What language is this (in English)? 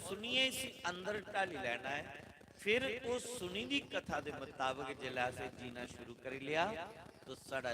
Dogri